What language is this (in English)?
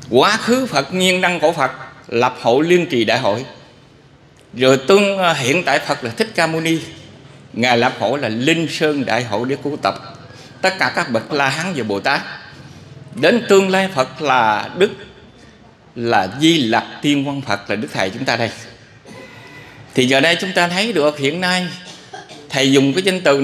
Vietnamese